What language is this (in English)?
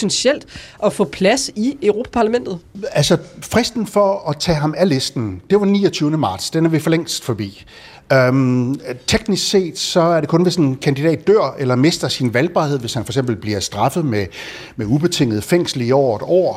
Danish